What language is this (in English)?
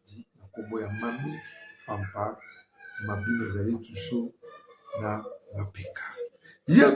Lingala